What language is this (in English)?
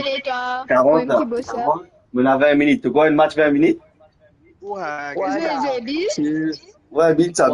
Morisyen